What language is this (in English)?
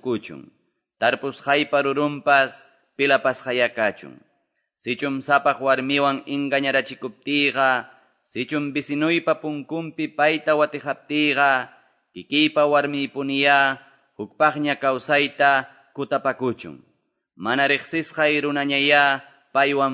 Quechua